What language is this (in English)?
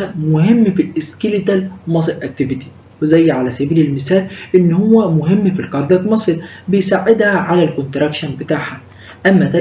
Egyptian Arabic